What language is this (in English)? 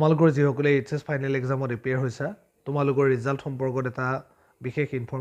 Assamese